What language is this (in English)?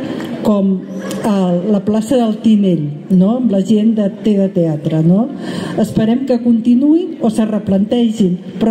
Catalan